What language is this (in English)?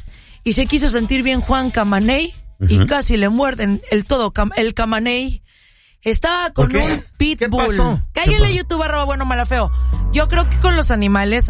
Spanish